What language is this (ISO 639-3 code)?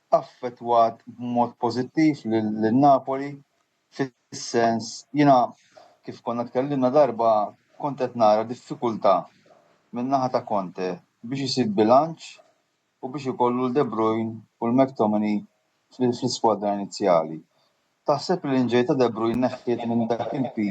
mlt